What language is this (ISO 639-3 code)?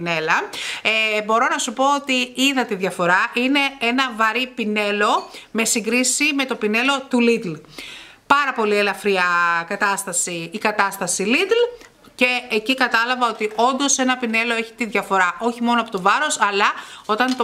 ell